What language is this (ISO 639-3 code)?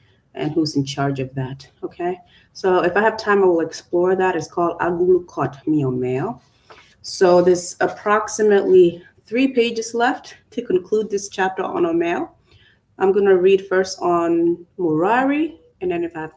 ach